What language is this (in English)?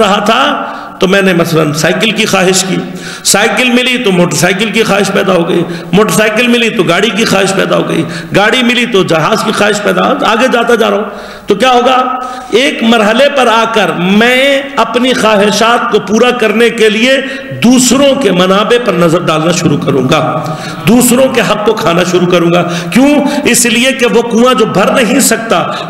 Urdu